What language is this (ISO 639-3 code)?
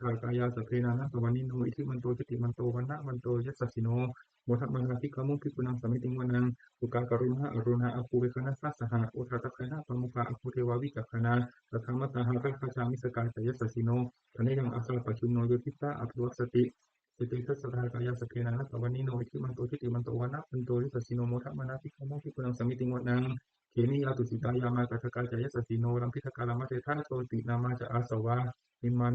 pli